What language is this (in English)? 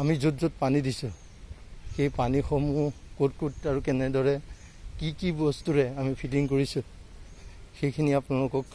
Assamese